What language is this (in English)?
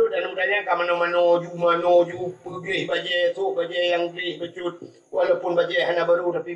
Achinese